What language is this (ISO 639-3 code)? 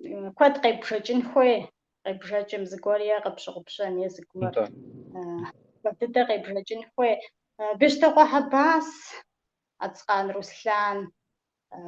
kbd